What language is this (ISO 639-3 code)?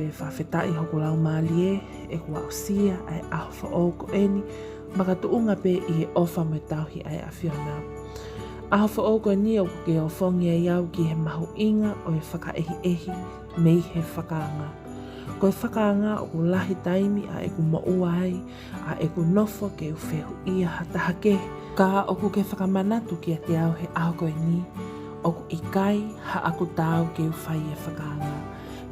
ton